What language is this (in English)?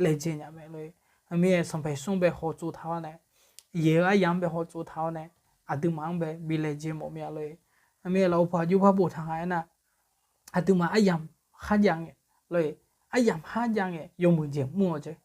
Akha